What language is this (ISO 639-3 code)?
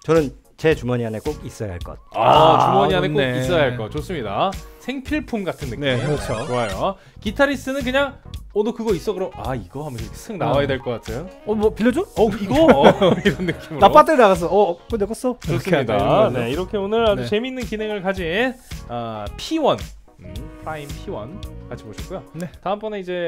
kor